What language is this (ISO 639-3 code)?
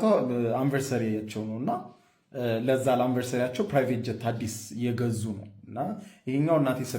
amh